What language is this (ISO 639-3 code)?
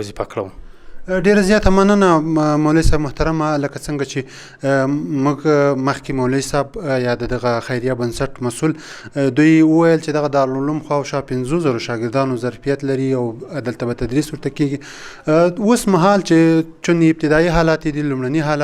pus